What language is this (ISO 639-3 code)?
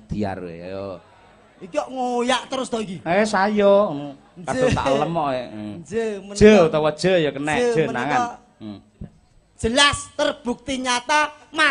jav